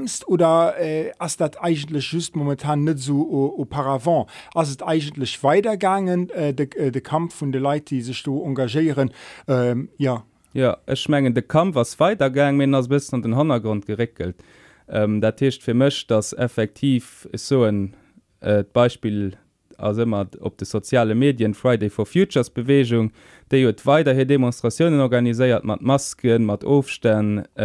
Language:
Luxembourgish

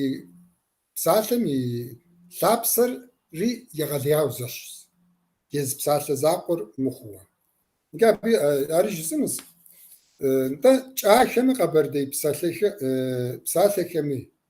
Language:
Kabardian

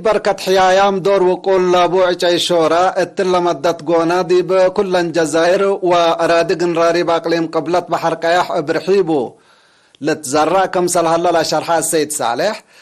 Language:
Tigre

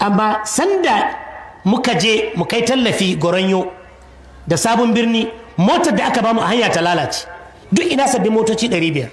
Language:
Hausa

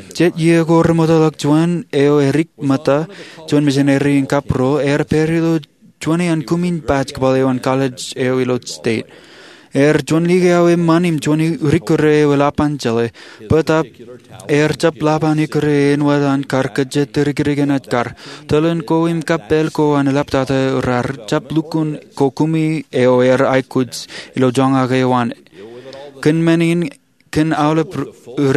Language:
Marshallese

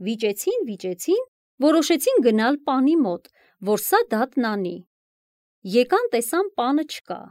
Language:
Armenian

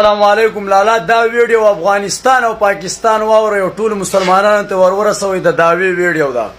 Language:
Pashto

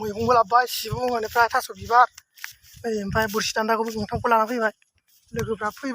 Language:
Bodo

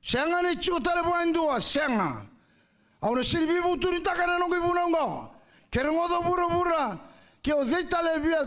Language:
Fijian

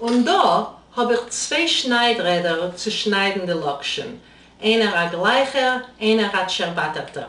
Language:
Yiddish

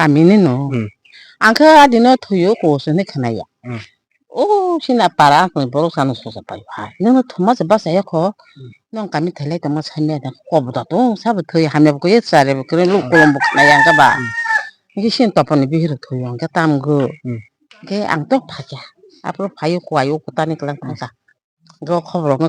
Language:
Kok Borok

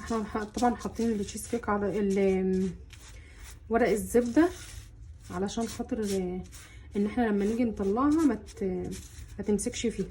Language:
Egyptian Arabic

